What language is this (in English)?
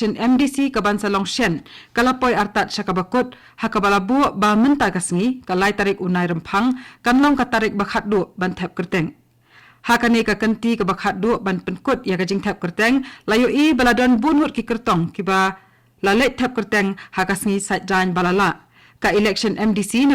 Khasi